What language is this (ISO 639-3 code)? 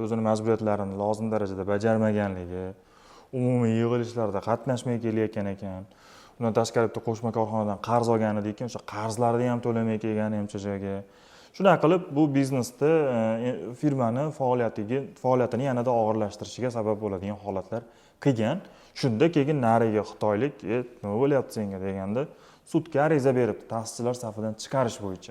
uzb